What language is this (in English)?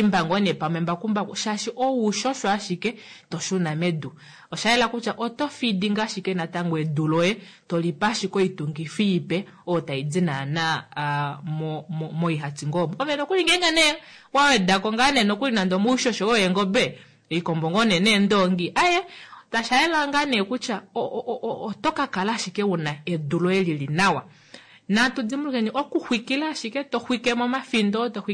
Kuanyama